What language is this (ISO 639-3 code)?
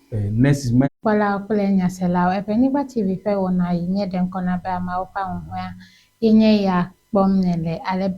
ewe